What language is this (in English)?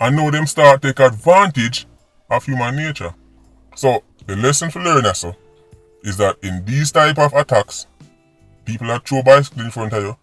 Jamaican Creole English